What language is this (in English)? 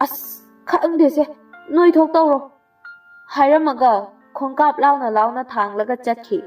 Manipuri